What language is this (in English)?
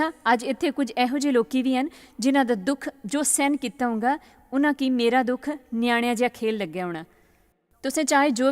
Dogri